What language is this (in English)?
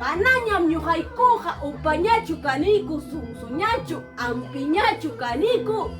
Ayacucho Quechua